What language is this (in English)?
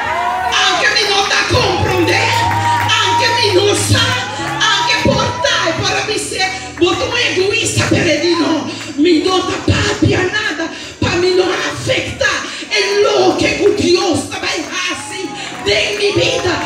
Papiamento